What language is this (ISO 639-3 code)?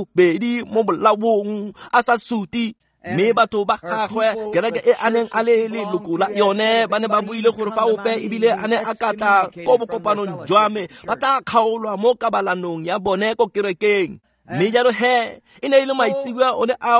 tsn